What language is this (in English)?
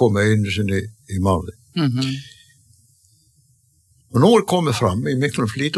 Icelandic